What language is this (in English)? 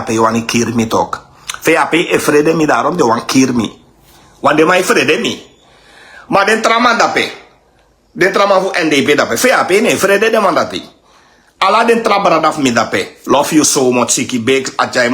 Sranan Tongo